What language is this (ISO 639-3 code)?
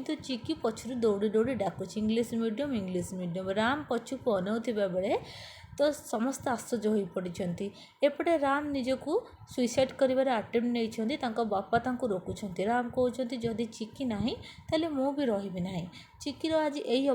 ori